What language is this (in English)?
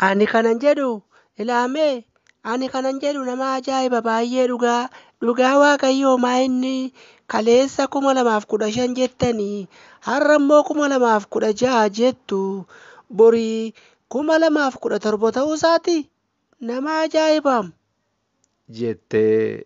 Oromo